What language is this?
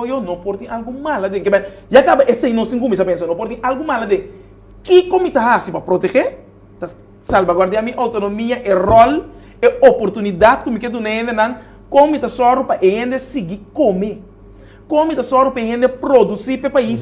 Papiamento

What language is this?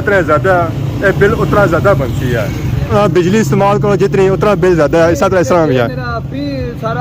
Pahari-Potwari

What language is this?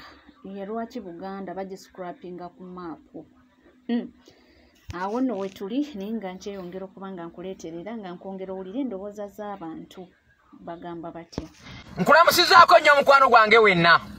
Ganda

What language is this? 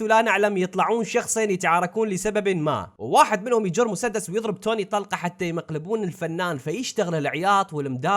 Mesopotamian Arabic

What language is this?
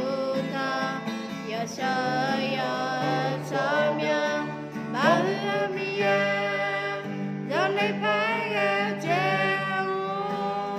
Akha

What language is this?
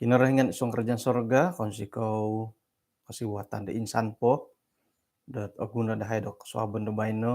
Central Dusun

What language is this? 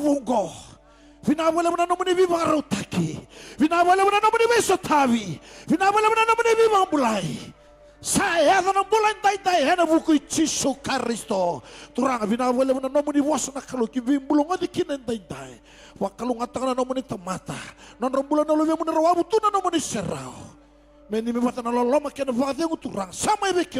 Fijian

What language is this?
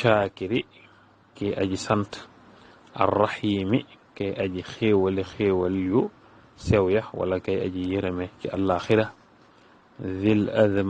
Wolof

